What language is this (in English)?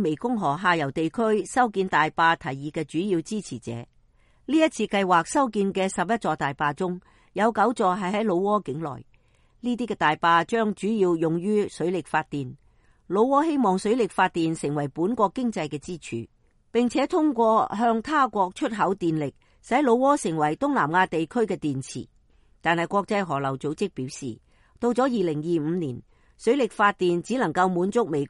Cantonese